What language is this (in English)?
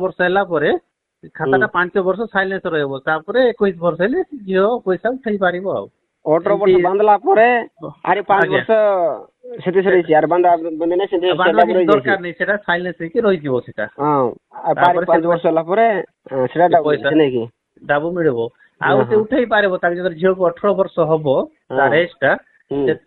Odia